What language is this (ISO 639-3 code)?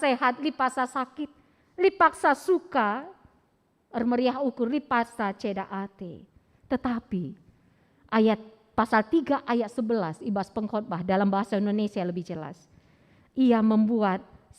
btx